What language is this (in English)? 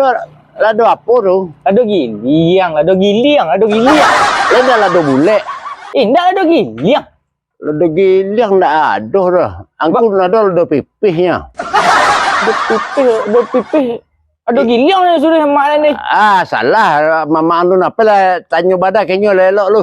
Minangkabau